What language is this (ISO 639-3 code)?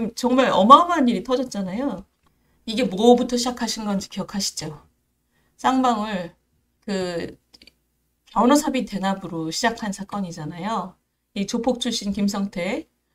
kor